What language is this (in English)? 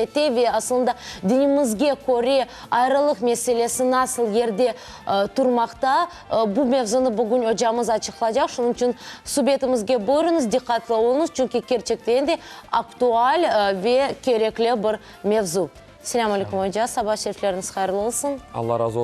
Crimean Tatar